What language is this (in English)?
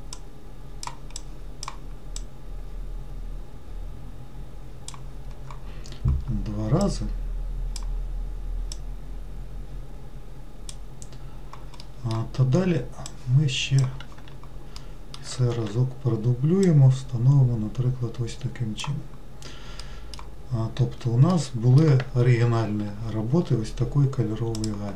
Ukrainian